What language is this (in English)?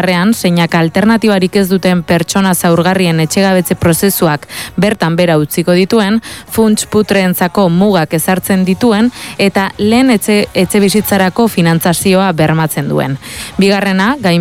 Basque